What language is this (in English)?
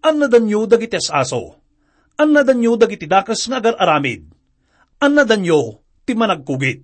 Iloko